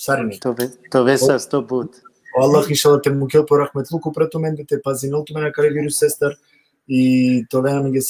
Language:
Balkan Romani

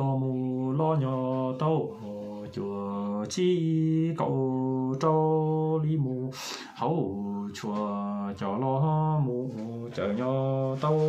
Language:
Hmong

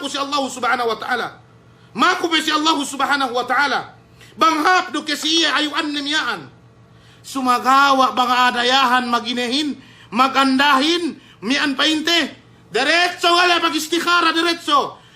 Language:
Yakan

